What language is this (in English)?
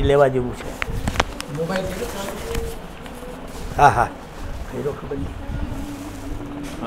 Gujarati